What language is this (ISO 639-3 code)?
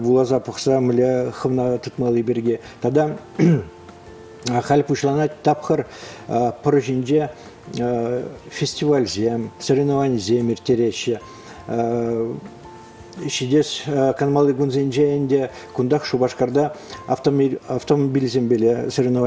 chv